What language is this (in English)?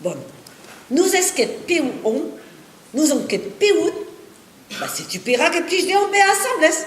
Breton